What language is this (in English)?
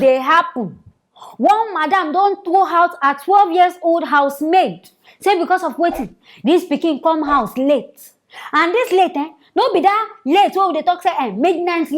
Nigerian Pidgin